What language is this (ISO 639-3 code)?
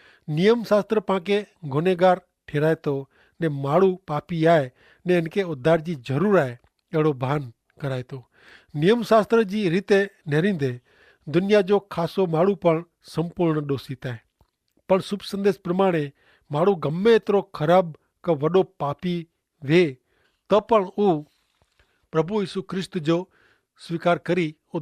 kfr